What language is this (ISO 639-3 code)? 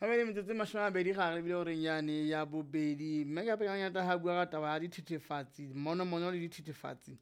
sot